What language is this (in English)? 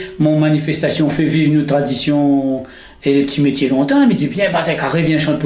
Réunion Creole French